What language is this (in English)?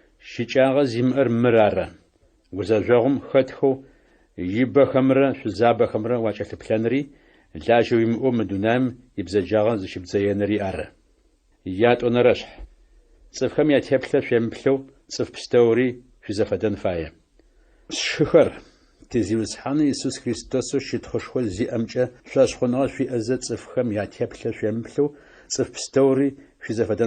Adyghe